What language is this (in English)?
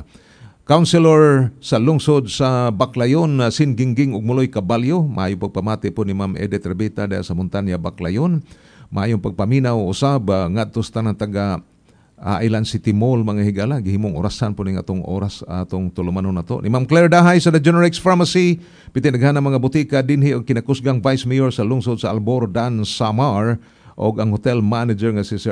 Cebuano